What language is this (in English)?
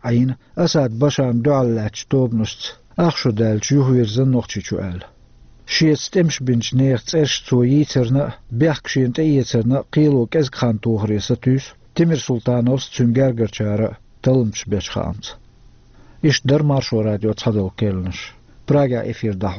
Chechen